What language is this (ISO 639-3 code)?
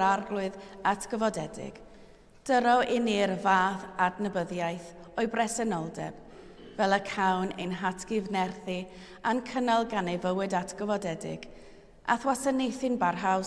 cym